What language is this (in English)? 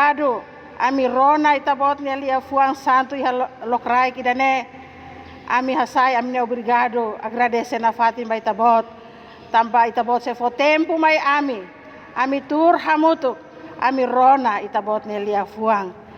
Tetum